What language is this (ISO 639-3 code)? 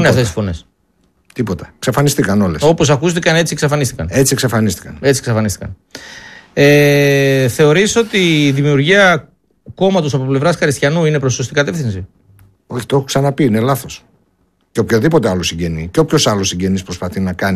ell